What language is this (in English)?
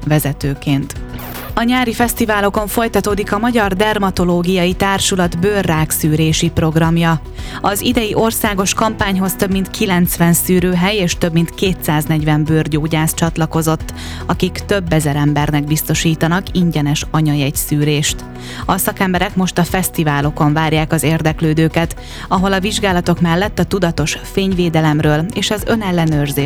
Hungarian